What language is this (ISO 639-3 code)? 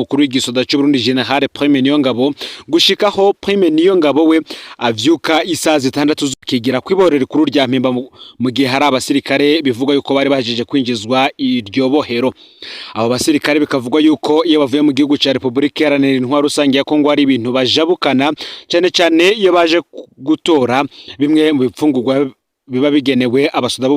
run